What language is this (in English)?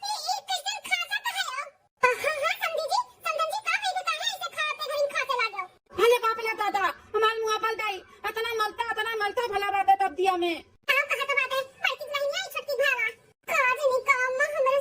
Awadhi